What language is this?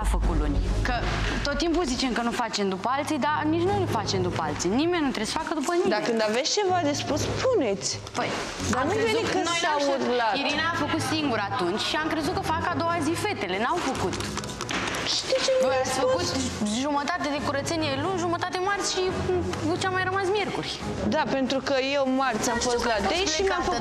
Romanian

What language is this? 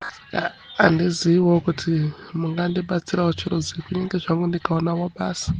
Shona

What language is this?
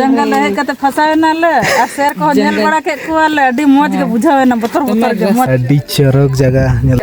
Santali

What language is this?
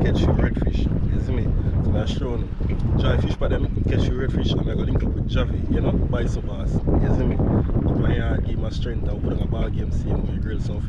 Jamaican Creole English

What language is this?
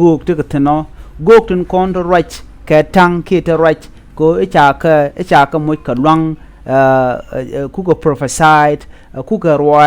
Nuer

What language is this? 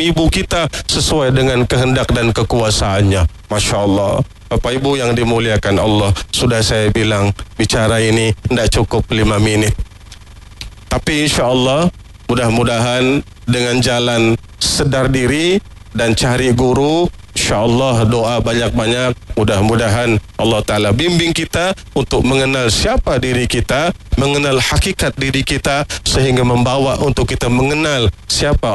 Malay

